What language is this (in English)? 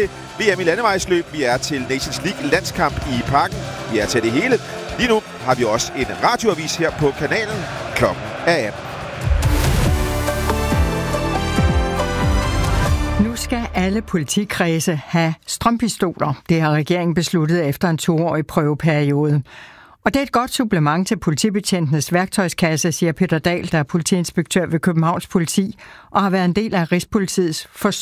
Danish